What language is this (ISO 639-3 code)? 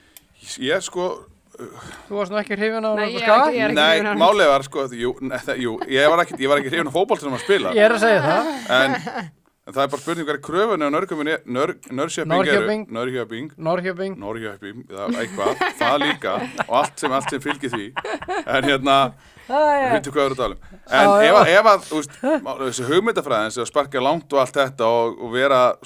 isl